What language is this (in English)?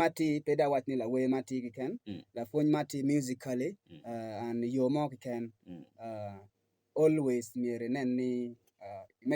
Acoli